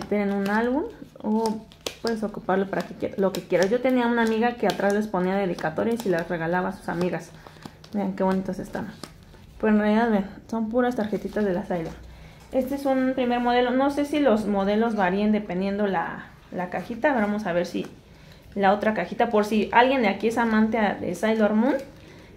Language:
Spanish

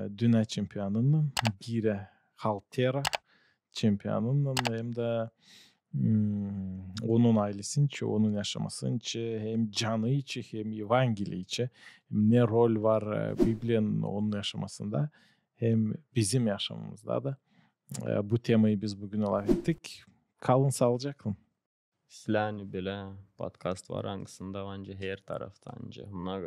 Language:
Gagauz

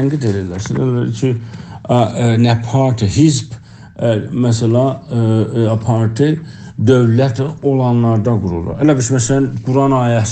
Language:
South Azerbaijani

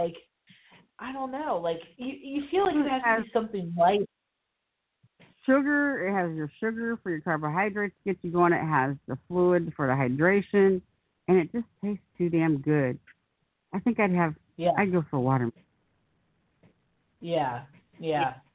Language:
English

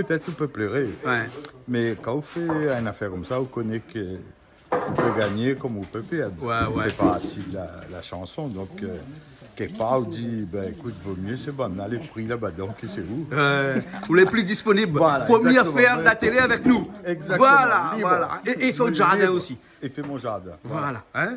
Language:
Réunion Creole French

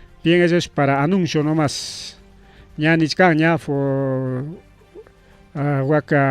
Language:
Ayacucho Quechua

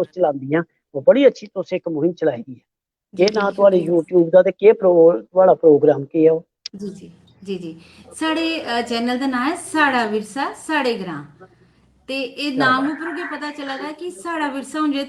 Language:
Dogri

